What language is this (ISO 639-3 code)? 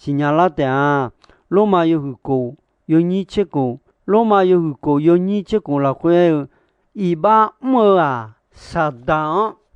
ahk